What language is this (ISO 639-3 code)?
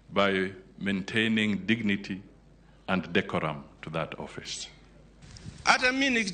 luo